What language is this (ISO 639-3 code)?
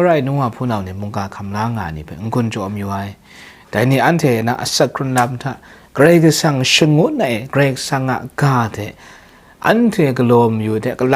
kac